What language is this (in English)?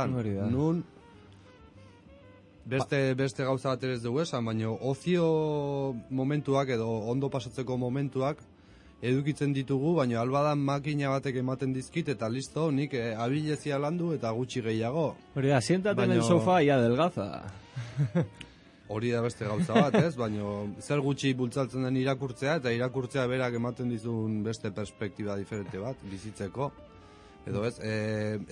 Basque